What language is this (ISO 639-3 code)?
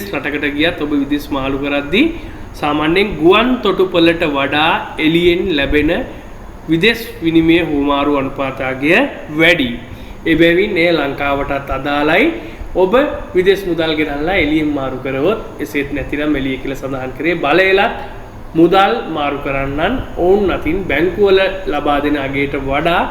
sin